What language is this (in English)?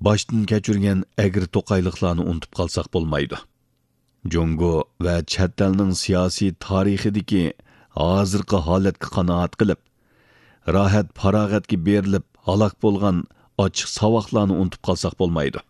Uyghur